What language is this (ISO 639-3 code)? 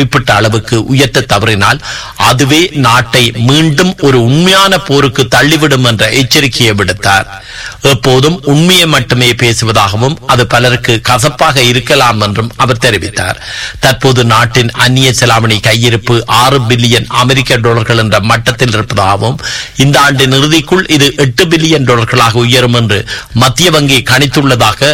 tam